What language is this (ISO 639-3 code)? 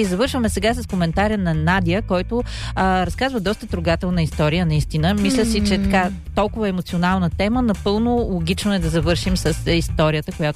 bul